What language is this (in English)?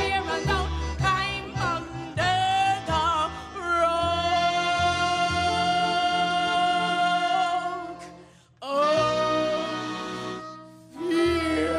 Hungarian